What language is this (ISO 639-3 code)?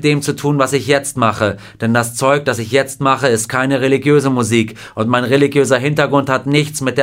deu